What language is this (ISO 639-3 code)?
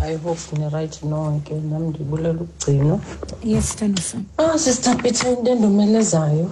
xho